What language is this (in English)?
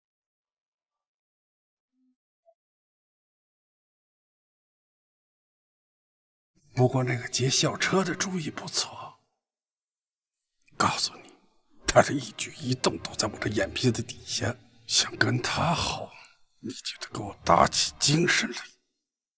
Chinese